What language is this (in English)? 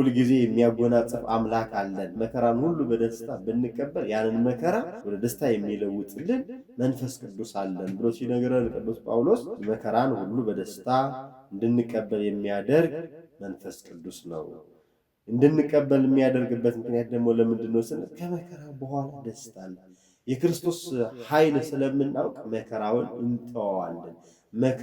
Amharic